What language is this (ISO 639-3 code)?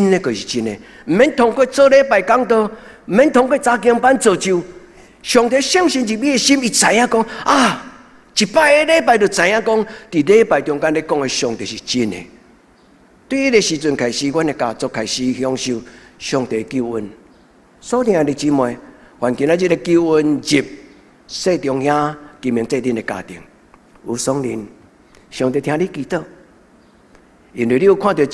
nan